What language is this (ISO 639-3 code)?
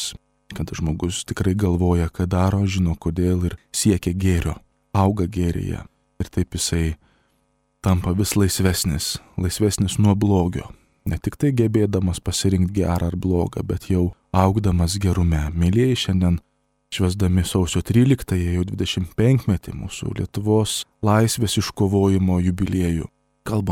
lit